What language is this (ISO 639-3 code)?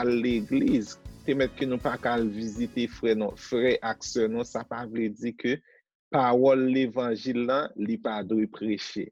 hat